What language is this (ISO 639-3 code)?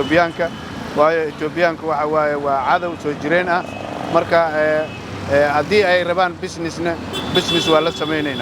som